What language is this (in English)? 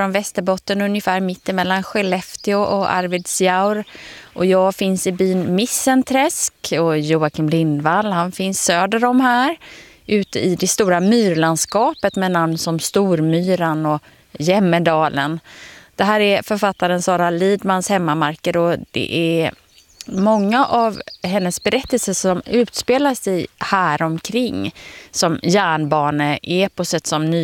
Swedish